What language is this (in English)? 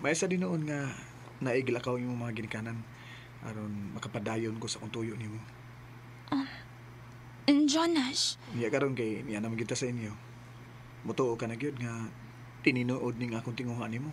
Cebuano